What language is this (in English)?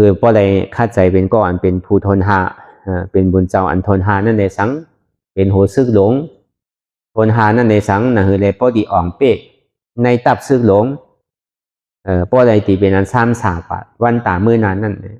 Shan